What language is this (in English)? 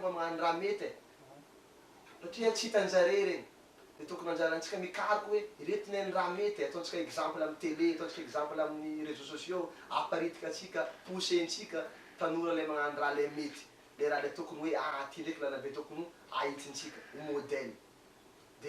Malagasy